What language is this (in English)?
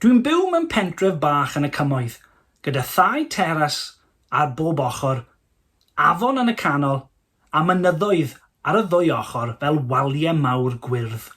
Welsh